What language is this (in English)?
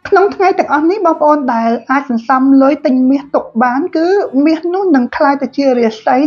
Khmer